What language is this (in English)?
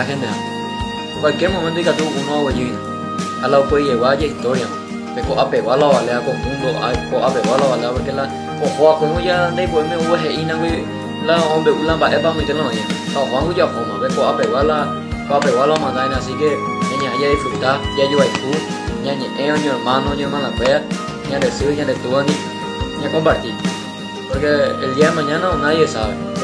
Guarani